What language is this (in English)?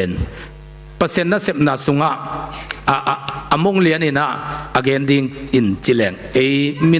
Tedim Chin